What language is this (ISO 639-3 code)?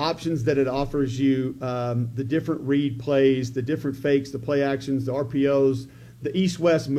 eng